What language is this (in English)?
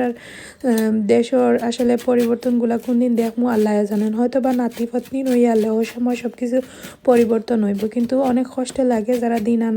Sylheti